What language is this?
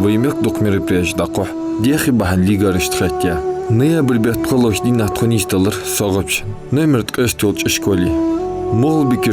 Ingush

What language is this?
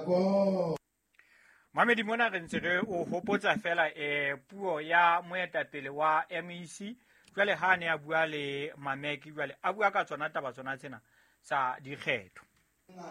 Southern Sotho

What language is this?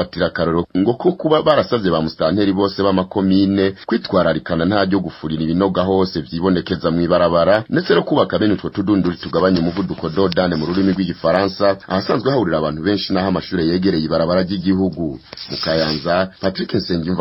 Rundi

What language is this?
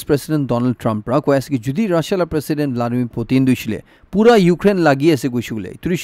Naga Pidgin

